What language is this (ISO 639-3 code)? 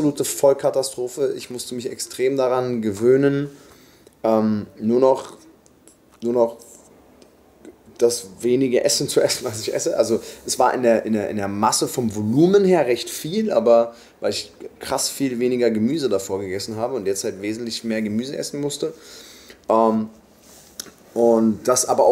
deu